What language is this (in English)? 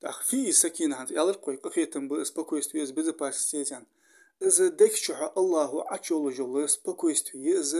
Ingush